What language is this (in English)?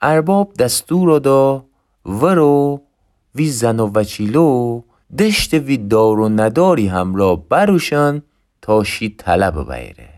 Gilaki